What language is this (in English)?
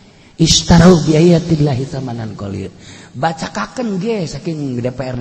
Sundanese